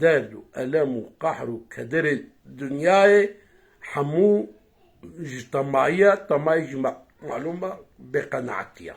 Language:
Kurdish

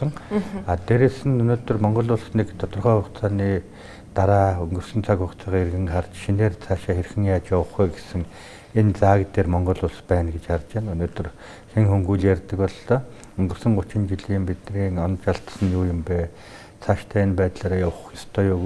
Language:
Mongolian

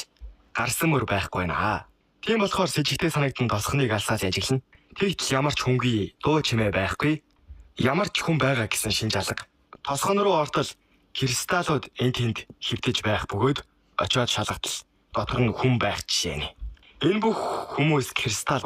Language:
Mongolian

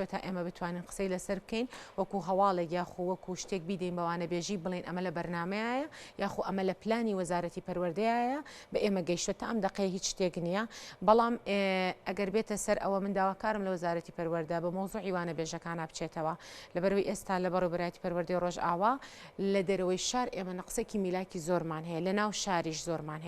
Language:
Central Kurdish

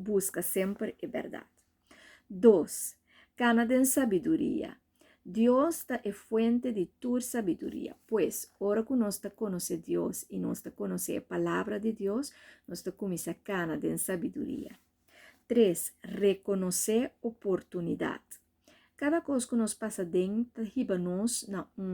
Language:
Papiamento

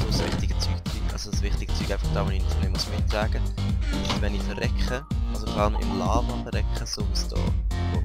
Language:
Swiss German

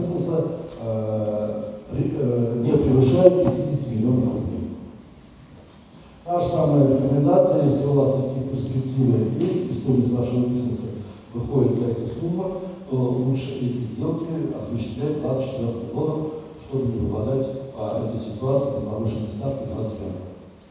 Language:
Russian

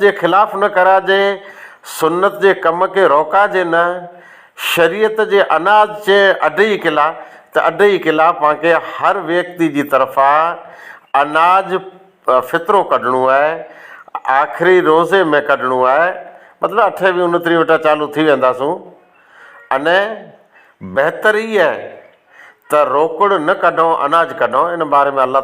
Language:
Sindhi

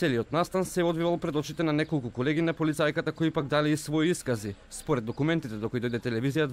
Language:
Macedonian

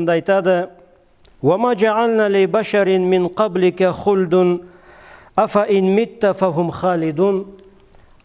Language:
Karachay-Balkar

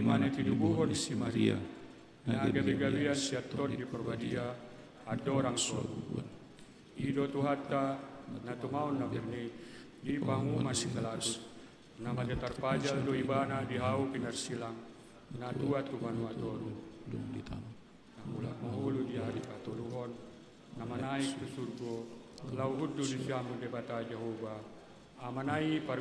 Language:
Batak Toba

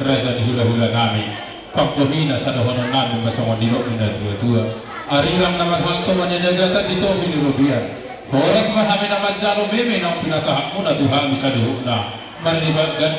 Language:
Batak Toba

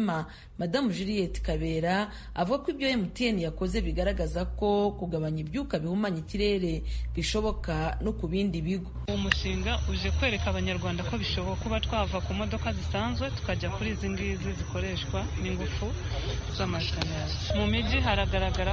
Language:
Kinyarwanda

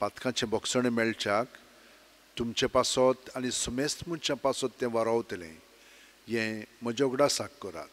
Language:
Konkani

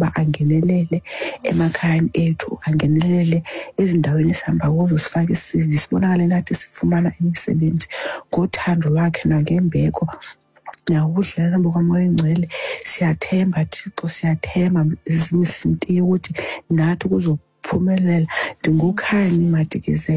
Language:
Xhosa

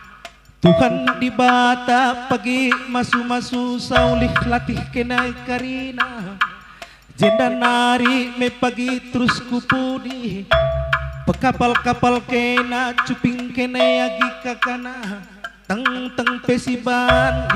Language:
Batak Karo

